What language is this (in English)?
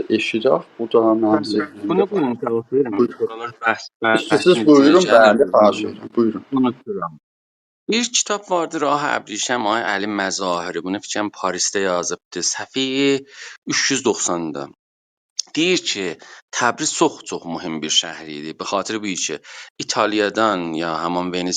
South Azerbaijani